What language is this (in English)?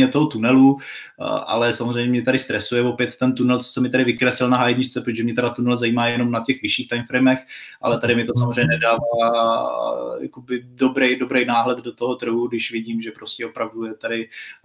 Czech